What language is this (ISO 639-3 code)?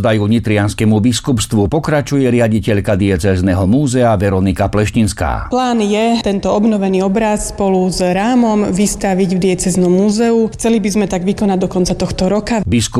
slk